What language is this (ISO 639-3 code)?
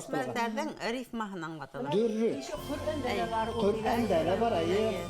bak